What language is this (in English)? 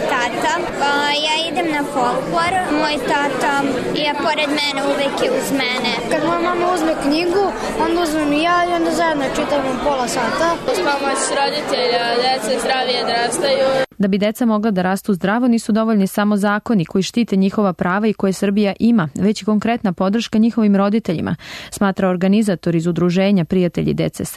Serbian